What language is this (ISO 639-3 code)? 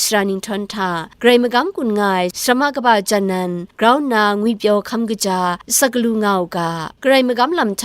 kac